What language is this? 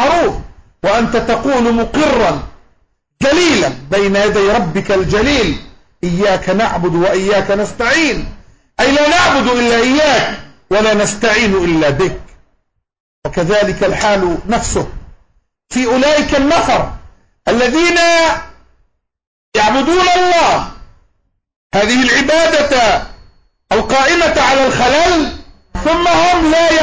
Arabic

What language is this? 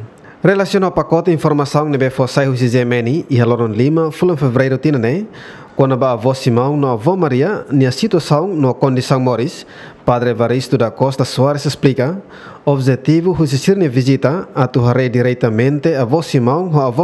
Tetum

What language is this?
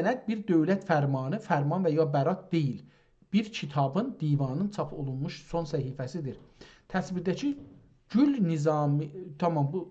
South Azerbaijani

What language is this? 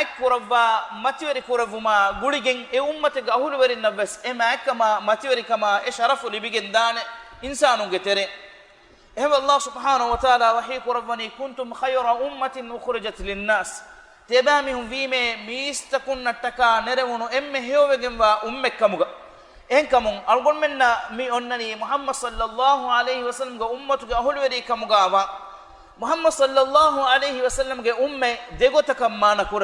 Divehi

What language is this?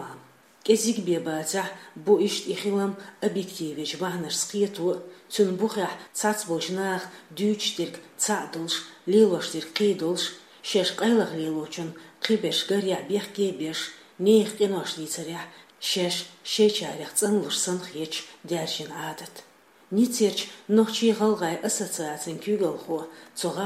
Chechen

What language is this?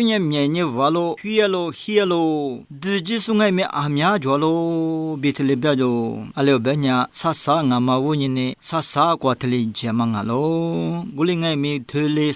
Lisu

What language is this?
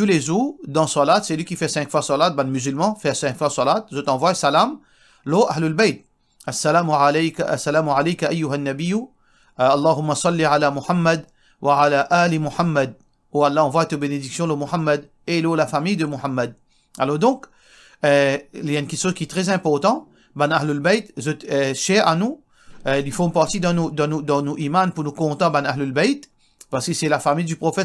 Morisyen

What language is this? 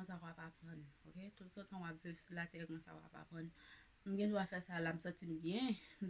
Haitian Creole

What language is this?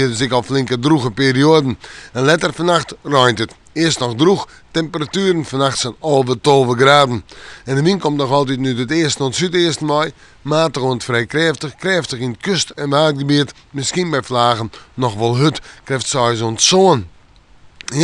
Western Frisian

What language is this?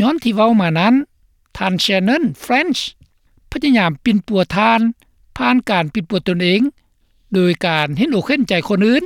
Lao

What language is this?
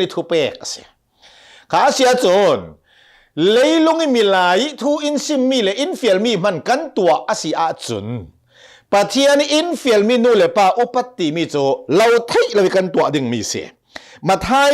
Hakha Chin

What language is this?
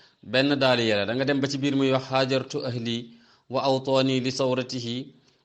Wolof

